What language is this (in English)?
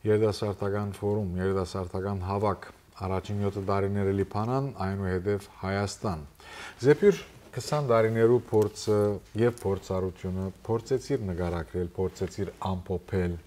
Western Armenian